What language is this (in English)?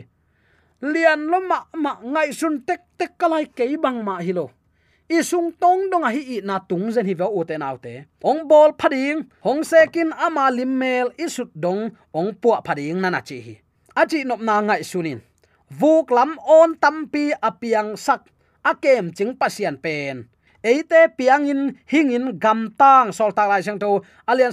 Tedim Chin